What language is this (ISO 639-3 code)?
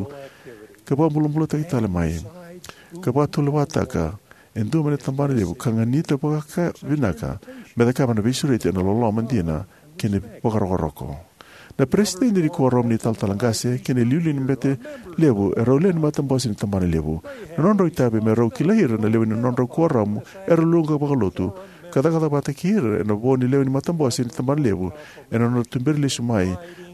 fij